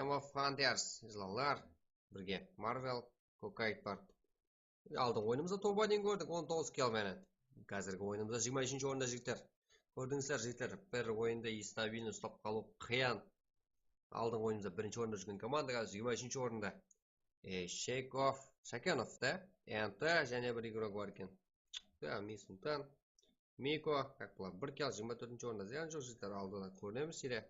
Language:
Kara-Kalpak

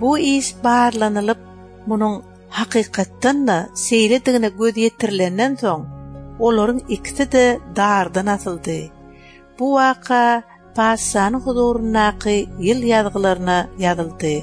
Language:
Turkmen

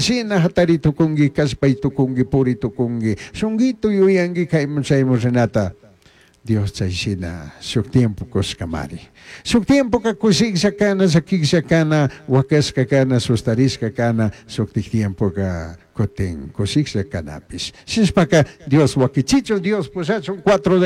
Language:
Chimborazo Highland Quichua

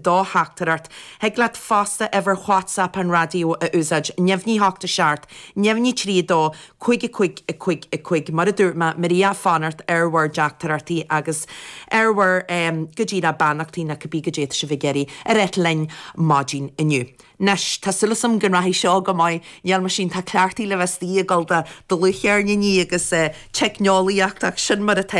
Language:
Irish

